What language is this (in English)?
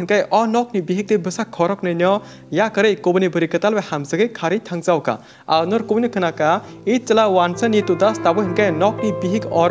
Kok Borok